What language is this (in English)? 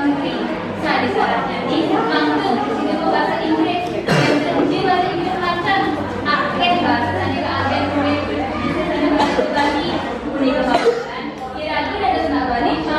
Balinese